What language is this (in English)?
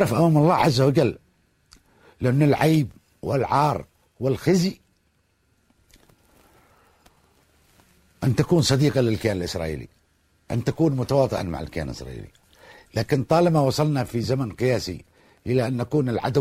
Arabic